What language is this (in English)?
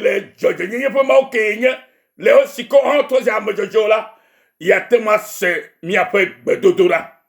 Ewe